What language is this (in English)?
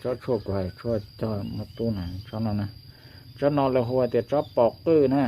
Hmong